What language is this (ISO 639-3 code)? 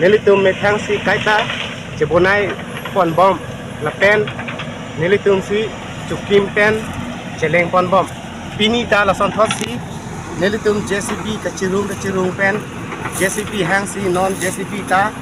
mjw